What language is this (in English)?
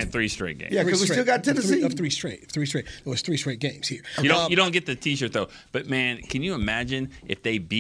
English